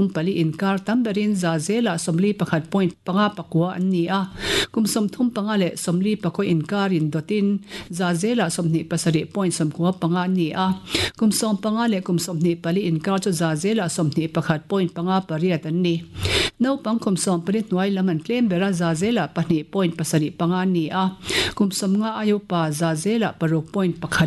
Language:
Mizo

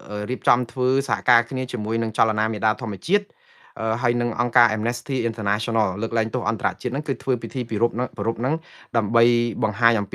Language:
Khmer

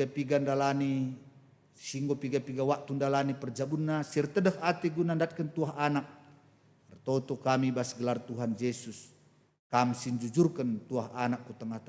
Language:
Batak Karo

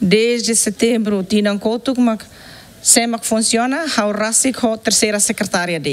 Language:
Tetum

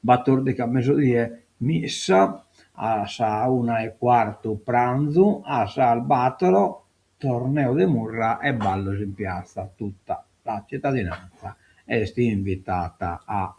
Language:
Sardinian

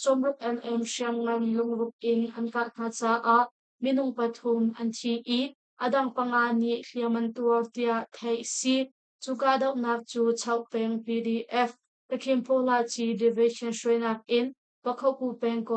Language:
Hakha Chin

